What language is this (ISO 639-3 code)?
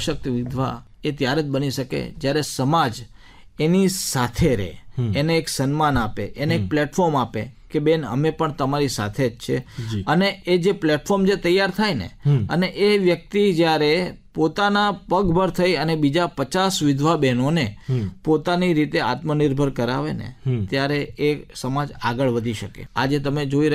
guj